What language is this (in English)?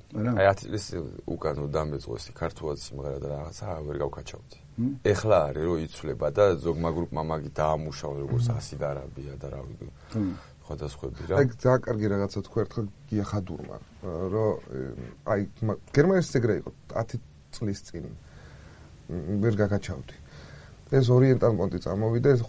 Georgian